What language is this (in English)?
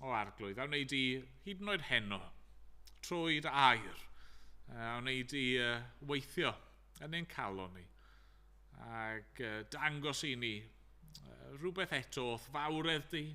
Welsh